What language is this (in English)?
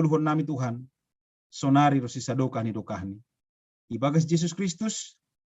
Batak Simalungun